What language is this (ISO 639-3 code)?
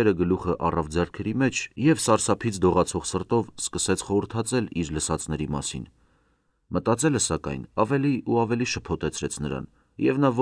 hye